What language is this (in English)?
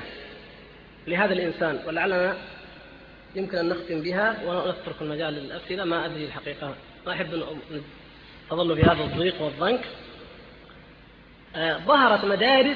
Arabic